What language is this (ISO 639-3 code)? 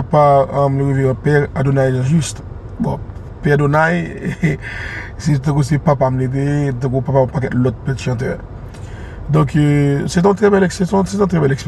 hat